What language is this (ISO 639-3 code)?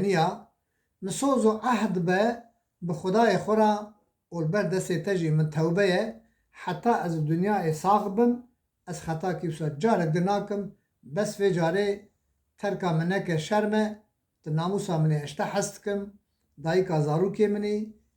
kur